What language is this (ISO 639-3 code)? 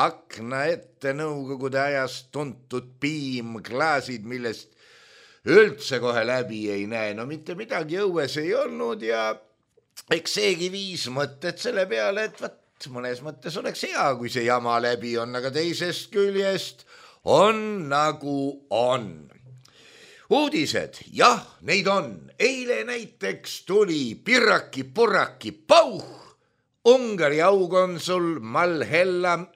est